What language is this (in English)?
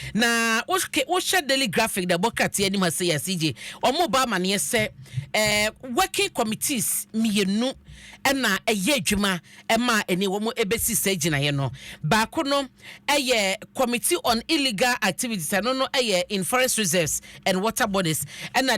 Akan